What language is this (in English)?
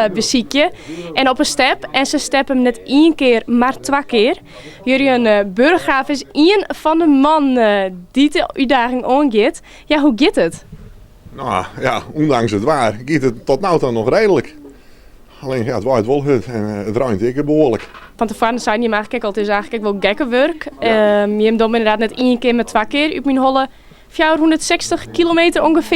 Western Frisian